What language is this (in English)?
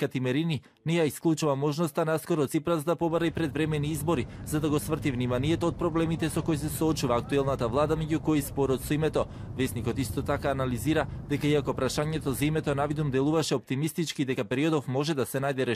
Macedonian